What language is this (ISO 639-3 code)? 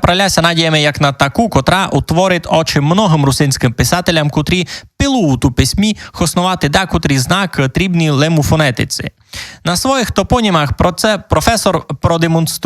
rue